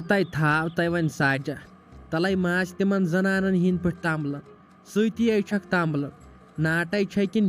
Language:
Kashmiri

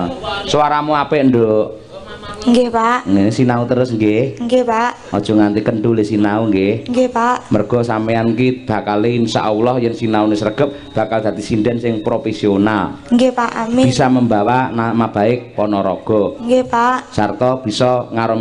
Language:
Javanese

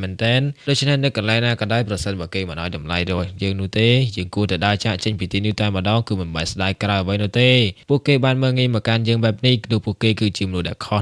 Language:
Khmer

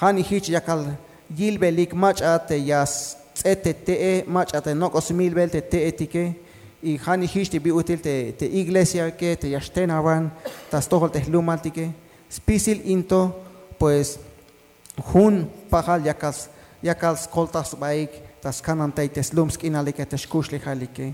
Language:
Tzeltal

